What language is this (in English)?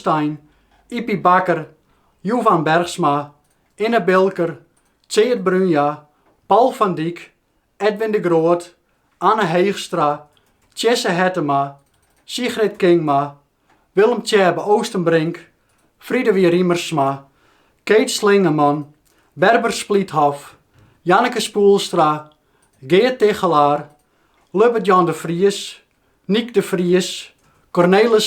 Western Frisian